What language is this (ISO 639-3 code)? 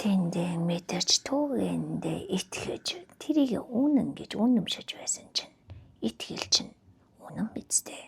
mon